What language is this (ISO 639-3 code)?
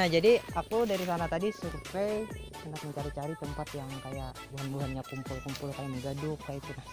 bjn